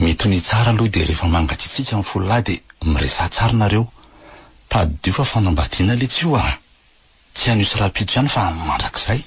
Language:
Malagasy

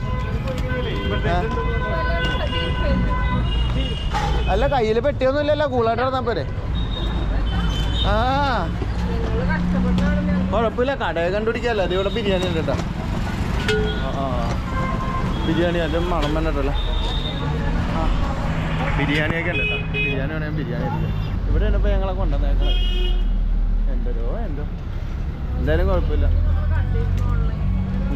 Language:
Malayalam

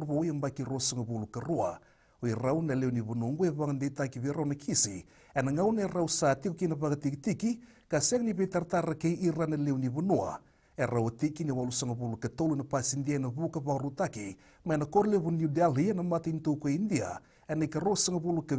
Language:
Fijian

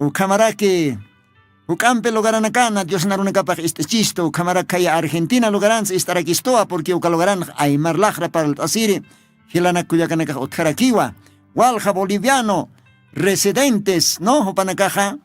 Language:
Aymara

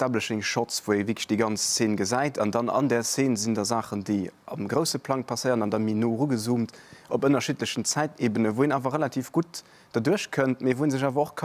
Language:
Luxembourgish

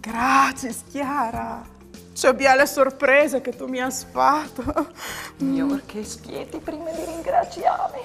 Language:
Friulian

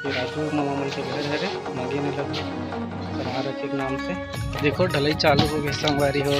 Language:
Chhattisgarhi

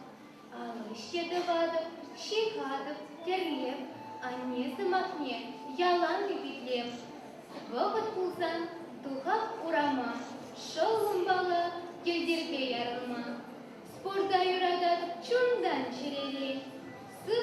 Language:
Chuvash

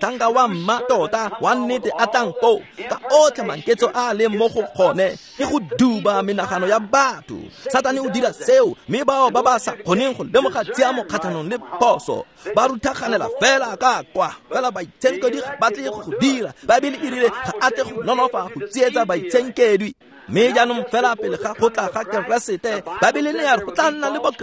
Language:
Tswana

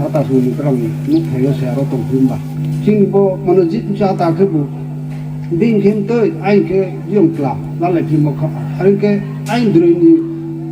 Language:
Riang (India)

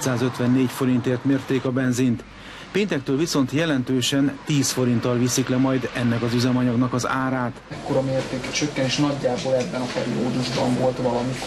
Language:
Hungarian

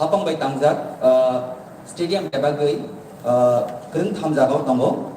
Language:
Kok Borok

